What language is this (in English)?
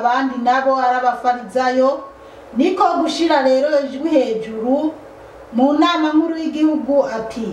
Rundi